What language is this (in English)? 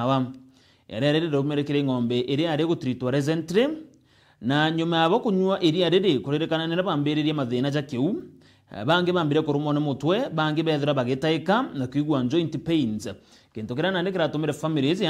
Meru